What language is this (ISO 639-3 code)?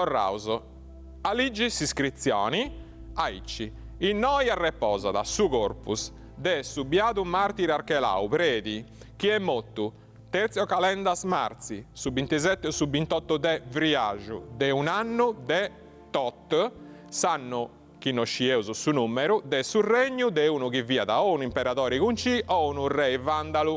srd